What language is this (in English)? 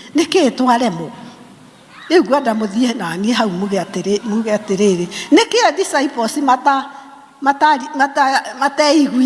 Kikuyu